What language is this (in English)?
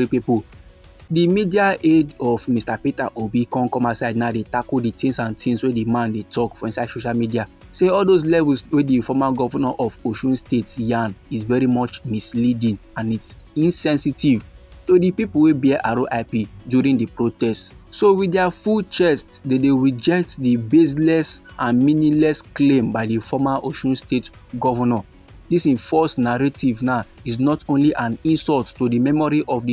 Nigerian Pidgin